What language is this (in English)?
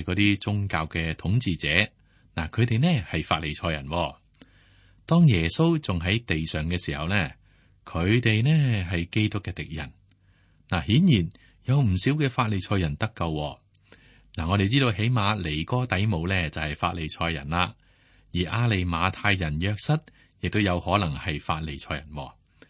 Cantonese